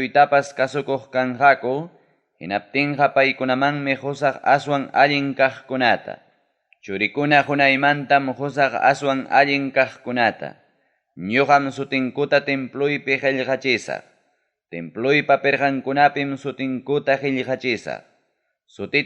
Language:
Ayacucho Quechua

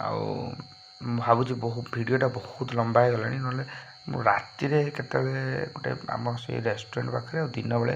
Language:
Odia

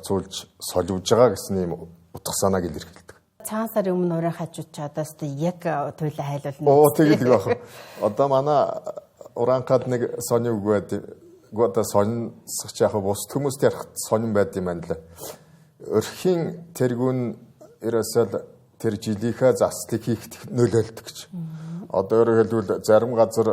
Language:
Mongolian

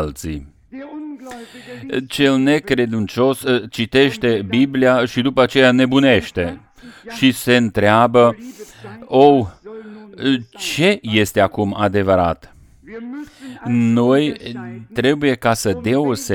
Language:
Romanian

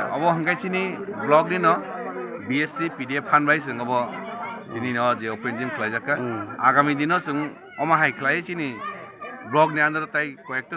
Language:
Kok Borok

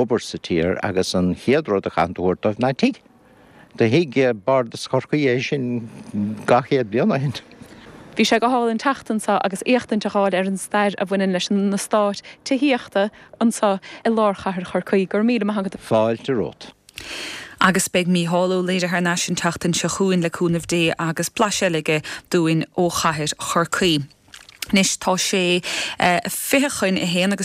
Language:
Irish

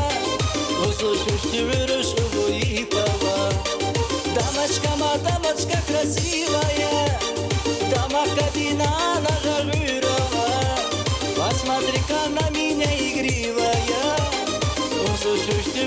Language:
Tabassaran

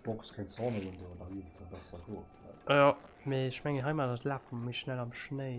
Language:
Luxembourgish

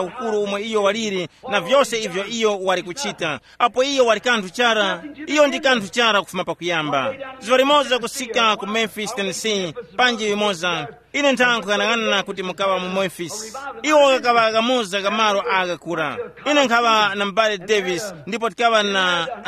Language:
Tumbuka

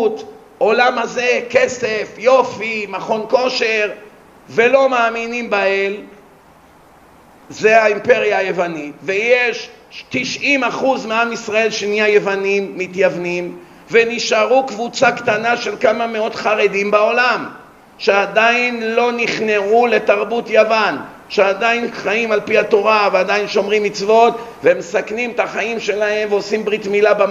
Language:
Hebrew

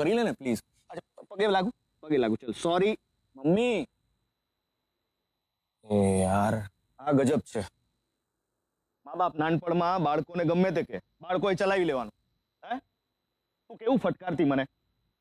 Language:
Gujarati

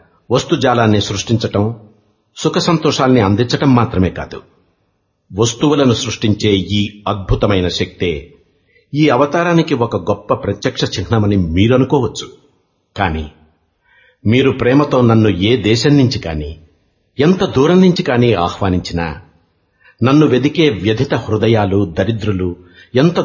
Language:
Telugu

